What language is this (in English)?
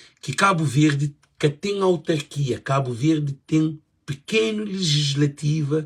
Kabuverdianu